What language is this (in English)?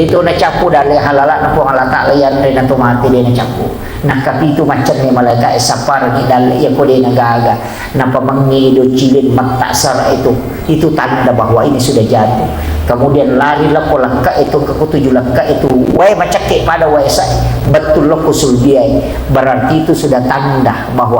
Buginese